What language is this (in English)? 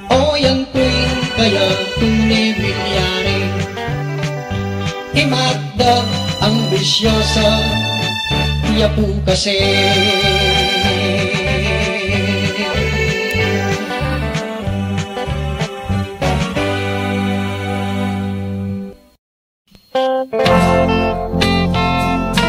Pampanga